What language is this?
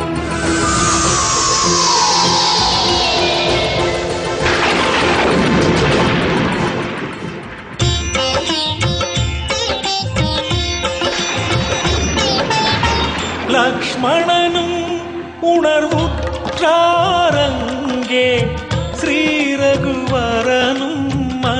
Tamil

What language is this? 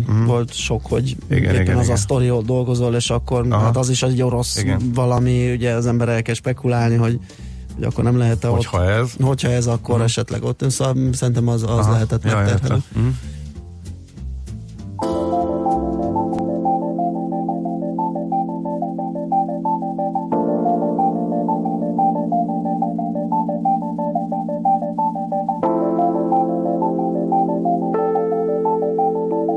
Hungarian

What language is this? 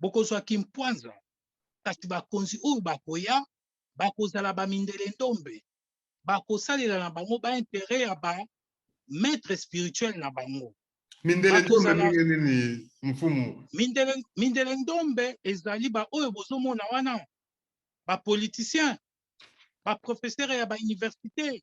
Lingala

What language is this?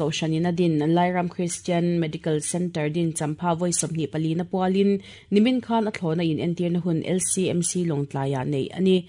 Mizo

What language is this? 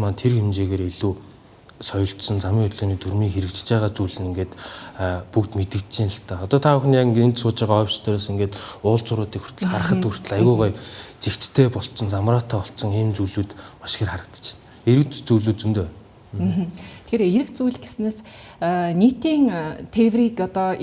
Mongolian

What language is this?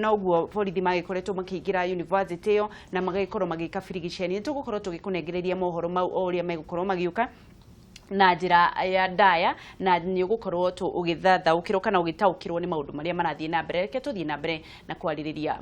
Kikuyu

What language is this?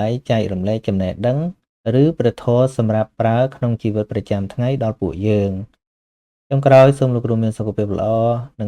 Khmer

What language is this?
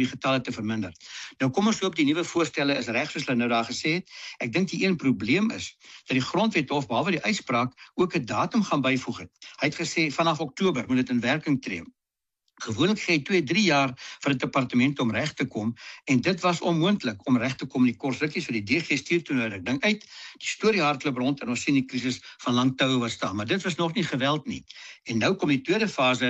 Afrikaans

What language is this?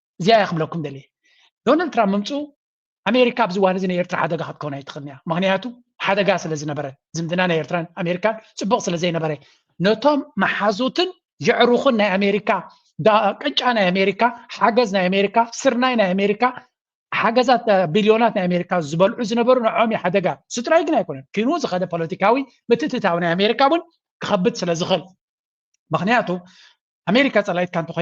Tigrinya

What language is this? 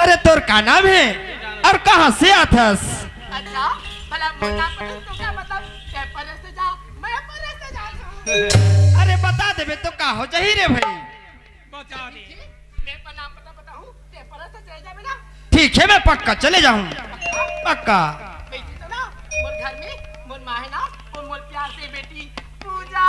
Chhattisgarhi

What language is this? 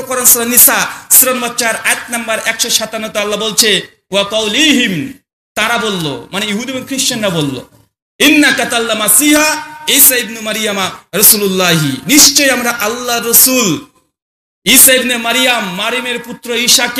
Bangla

